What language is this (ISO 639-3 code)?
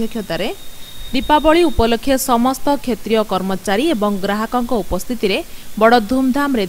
ori